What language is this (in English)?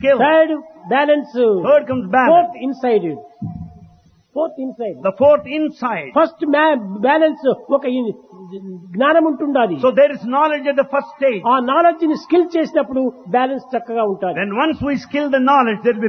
Telugu